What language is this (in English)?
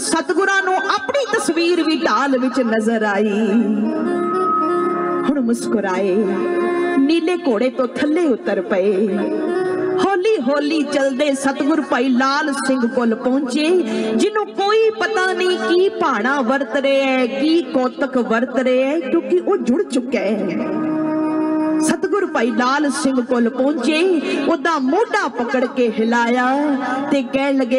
Punjabi